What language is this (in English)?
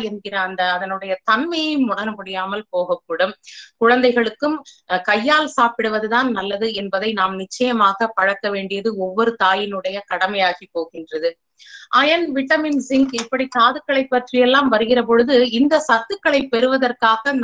Tamil